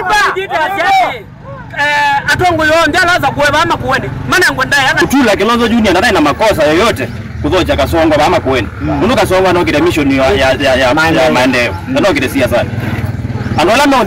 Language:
Kamba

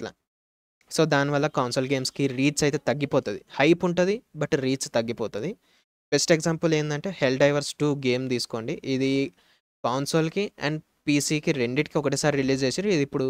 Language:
Telugu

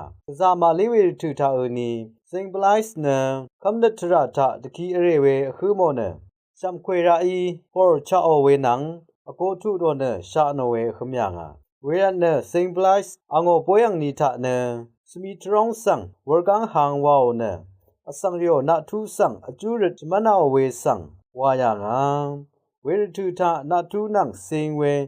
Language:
Rawang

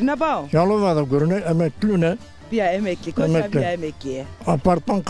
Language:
Zaza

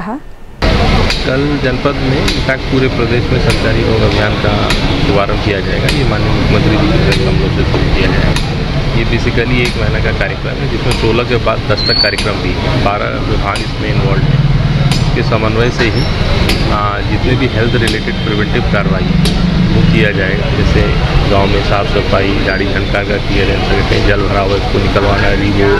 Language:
Hindi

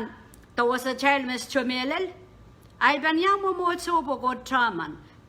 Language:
Pohnpeian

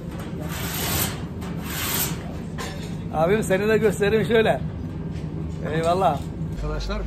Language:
Turkish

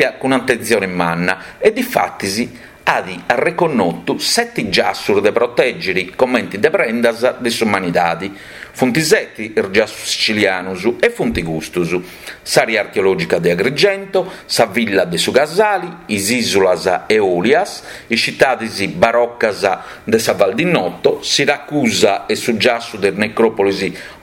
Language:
Sardinian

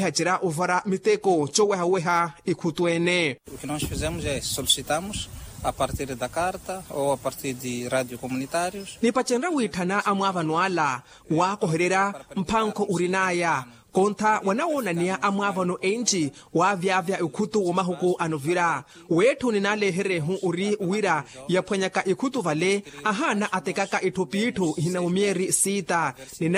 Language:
Makhuwa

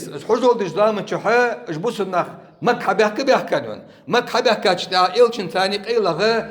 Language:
Ingush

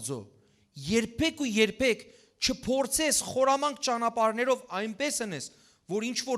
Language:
Western Armenian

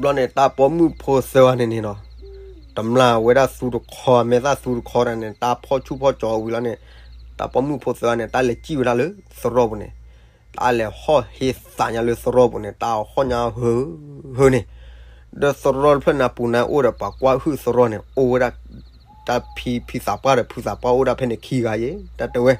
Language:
S'gaw Karen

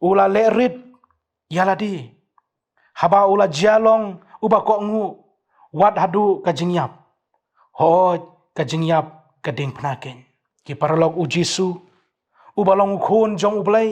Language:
Khasi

